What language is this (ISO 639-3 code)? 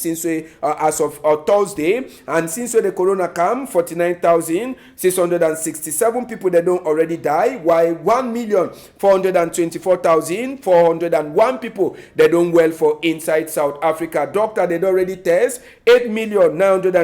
wes